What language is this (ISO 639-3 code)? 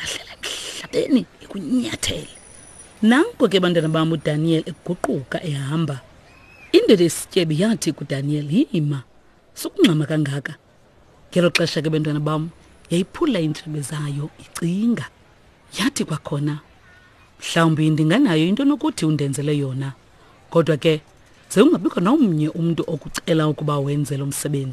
xho